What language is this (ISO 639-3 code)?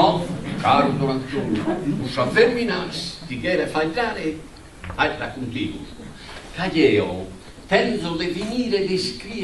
srd